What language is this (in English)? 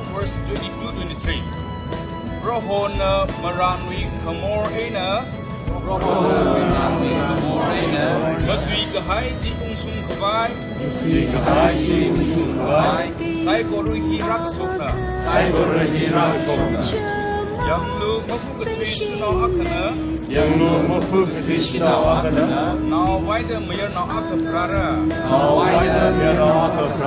Tangkhul Naga (India)